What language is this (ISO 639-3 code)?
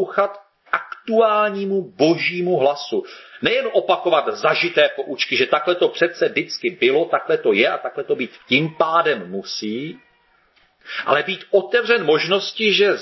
ces